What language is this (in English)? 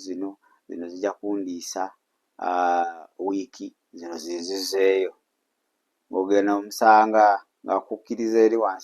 Ganda